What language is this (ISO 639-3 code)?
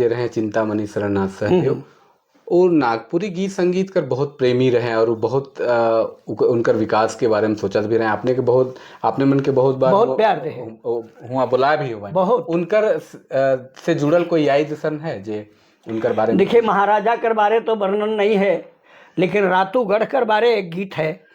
sck